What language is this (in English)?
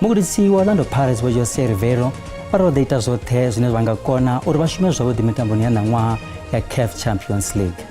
Venda